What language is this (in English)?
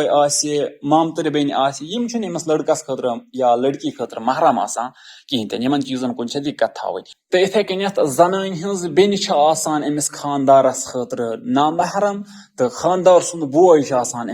Kashmiri